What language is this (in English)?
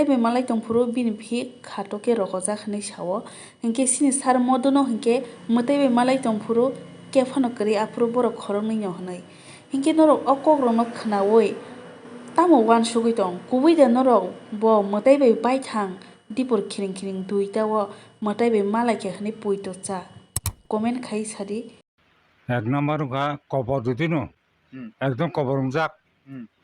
Kok Borok